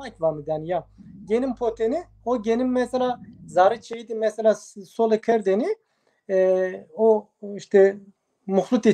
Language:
Zaza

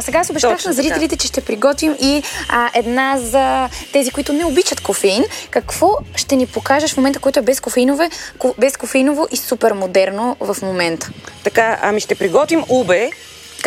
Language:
Bulgarian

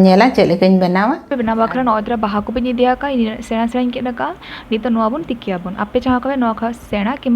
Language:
Santali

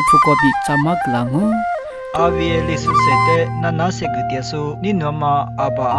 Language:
Lisu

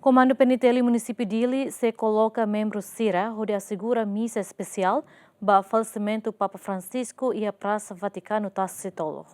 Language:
Tetum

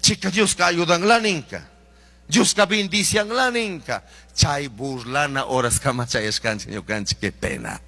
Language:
Chimborazo Highland Quichua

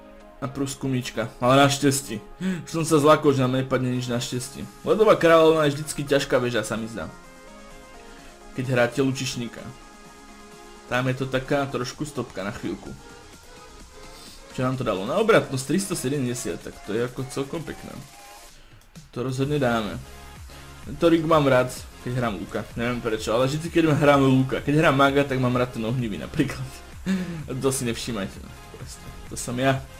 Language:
Slovak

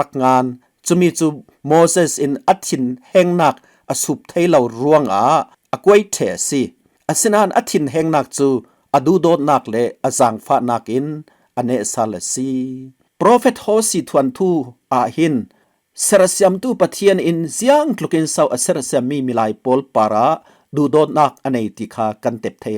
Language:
Falam Chin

